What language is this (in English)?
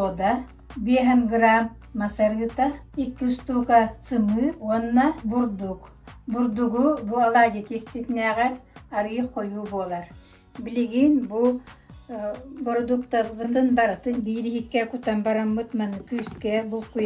Yakut